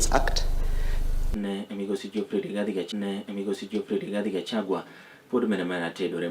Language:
Luo (Kenya and Tanzania)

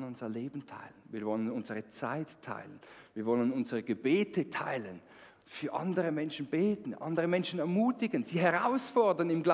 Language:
Swiss German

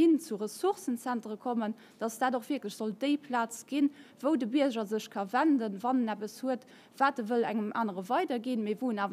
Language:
Luxembourgish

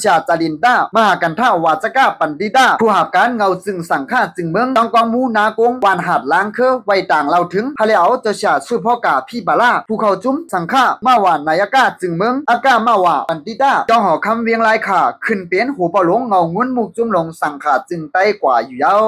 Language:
Shan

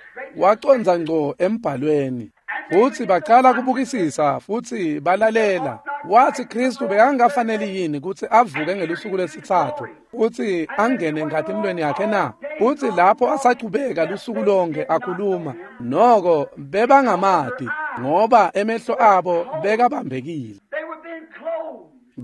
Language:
Swati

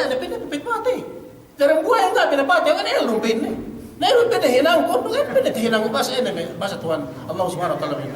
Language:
Yakan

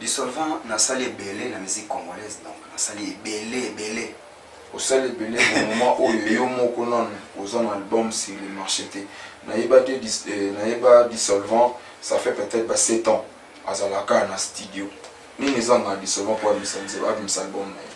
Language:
Lingala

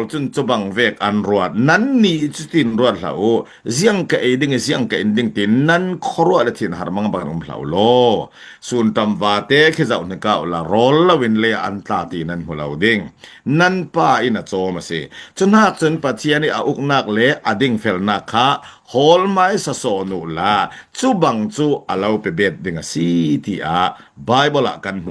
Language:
Falam Chin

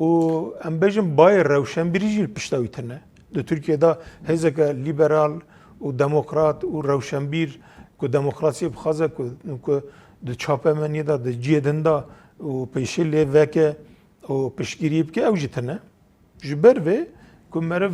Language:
Kurdish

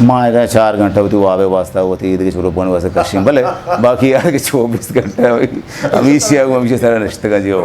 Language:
Eastern Balochi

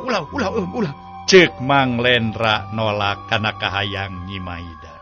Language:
Sundanese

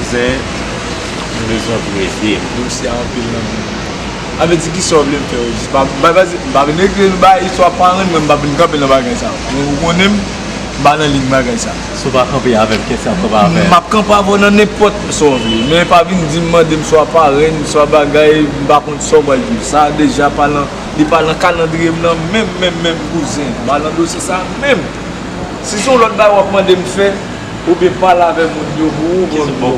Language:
Haitian Creole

